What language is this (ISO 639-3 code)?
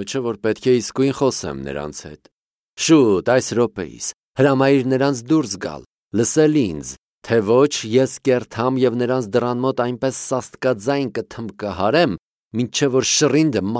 hye